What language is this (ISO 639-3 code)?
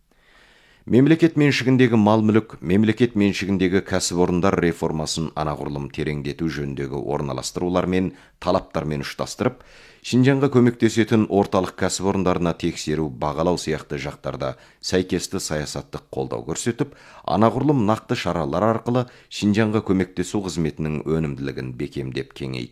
kaz